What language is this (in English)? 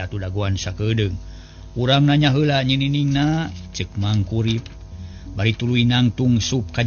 Sundanese